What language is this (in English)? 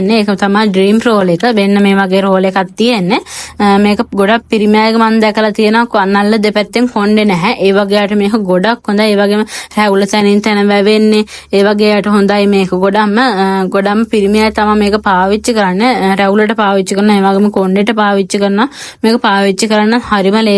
Sinhala